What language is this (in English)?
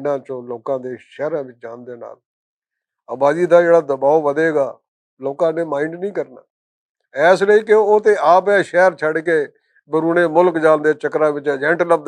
Western Panjabi